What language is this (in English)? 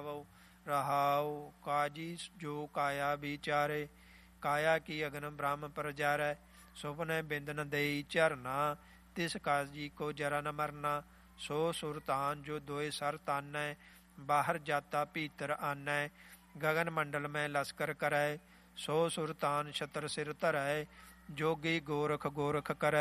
Punjabi